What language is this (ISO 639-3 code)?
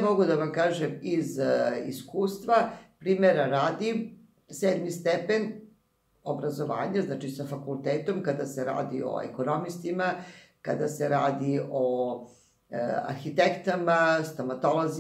srp